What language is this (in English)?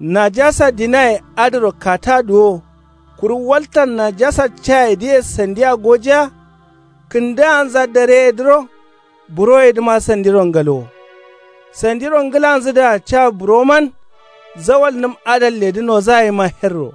Kanuri